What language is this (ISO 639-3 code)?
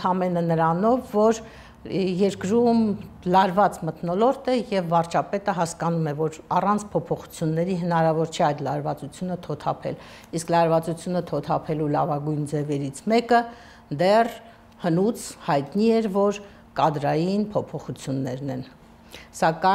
hye